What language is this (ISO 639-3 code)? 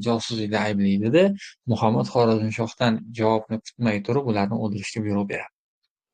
uzb